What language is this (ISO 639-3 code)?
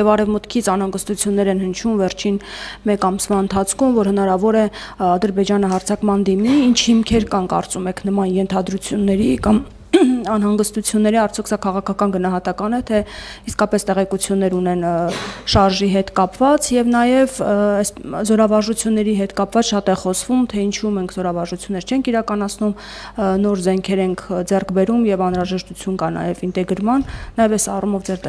hye